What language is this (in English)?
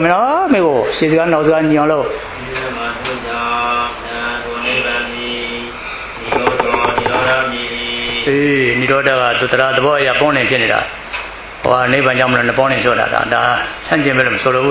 Burmese